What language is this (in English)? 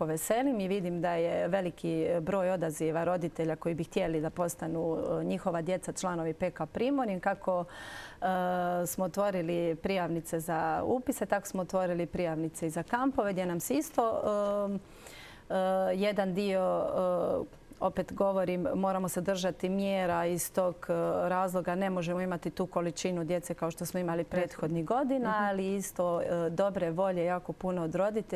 Croatian